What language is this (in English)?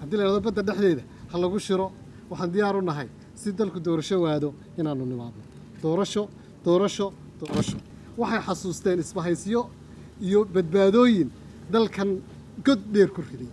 Somali